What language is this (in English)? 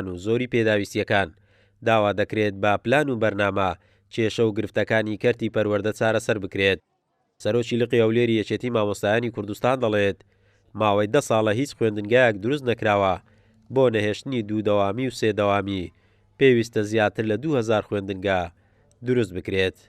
Central Kurdish